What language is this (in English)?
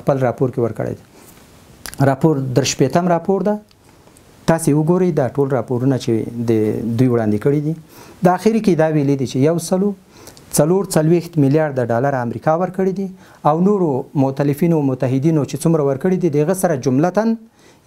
Pashto